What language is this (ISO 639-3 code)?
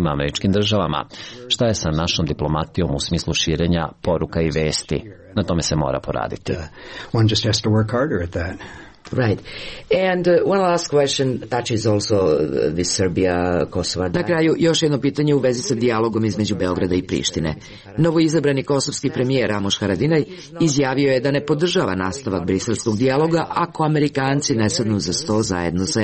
srp